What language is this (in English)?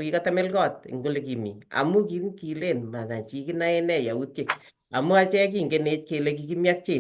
Kalenjin